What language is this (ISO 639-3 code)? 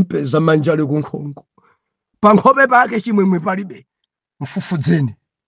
nya